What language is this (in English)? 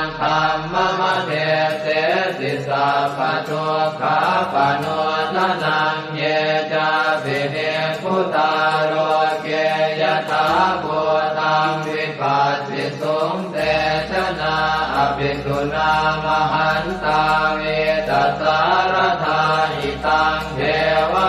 Pali